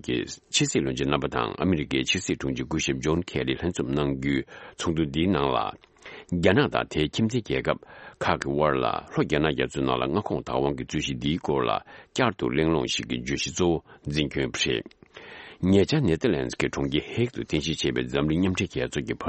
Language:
Tibetan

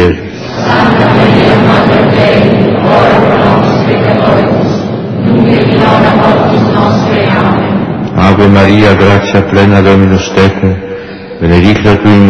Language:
Latin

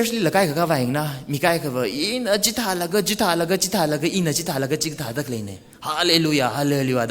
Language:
Tangkhul Naga (India)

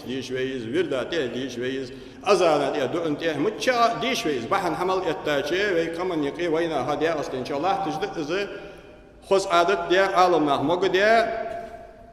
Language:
Ingush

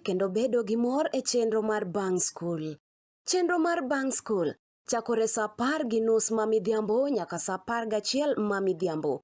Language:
Luo (Kenya and Tanzania)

